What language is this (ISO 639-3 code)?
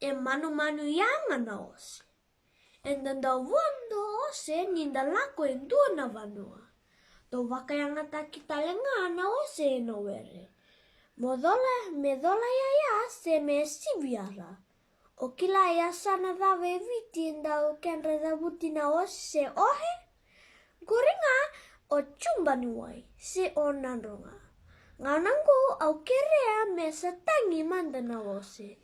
fij